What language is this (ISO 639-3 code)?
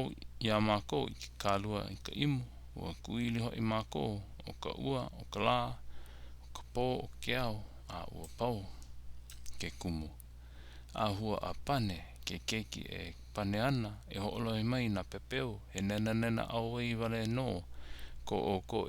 haw